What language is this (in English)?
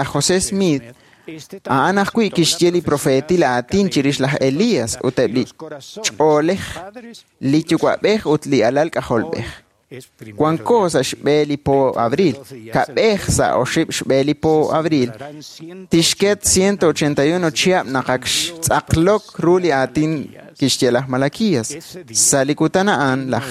Kekchí